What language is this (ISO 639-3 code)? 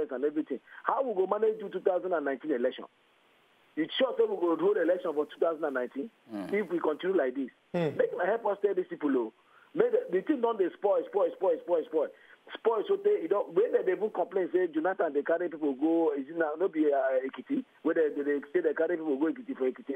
pcm